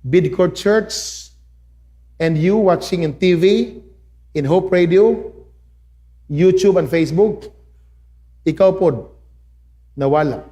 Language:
Cebuano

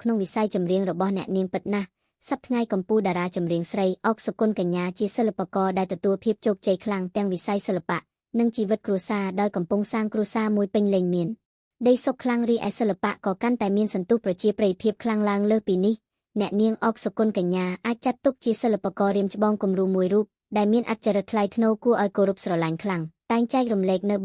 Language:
Khmer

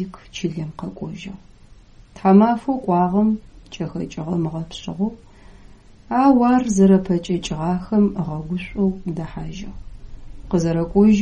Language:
Adyghe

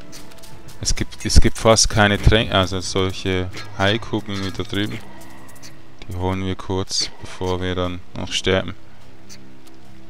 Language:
German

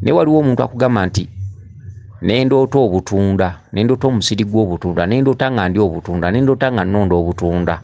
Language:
Ganda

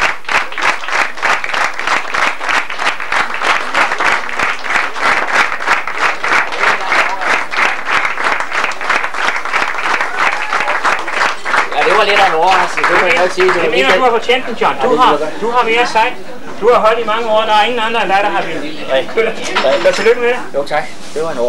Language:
Danish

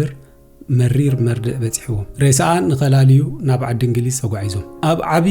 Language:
Tigrinya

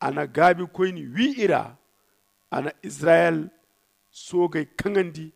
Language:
Zarma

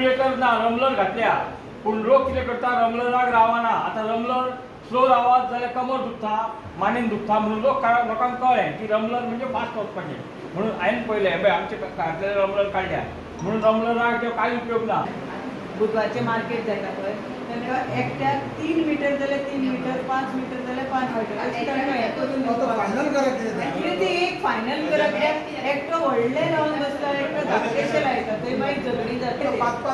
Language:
Konkani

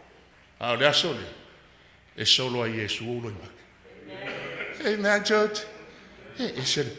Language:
Samoan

